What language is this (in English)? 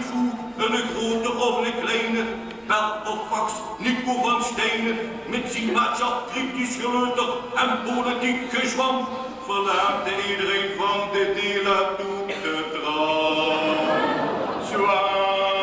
Limburgish